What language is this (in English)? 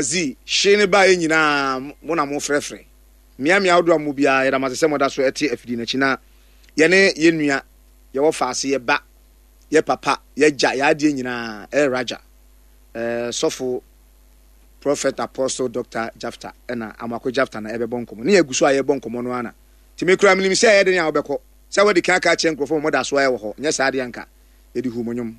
Akan